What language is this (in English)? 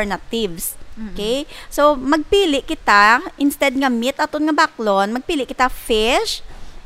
Hiligaynon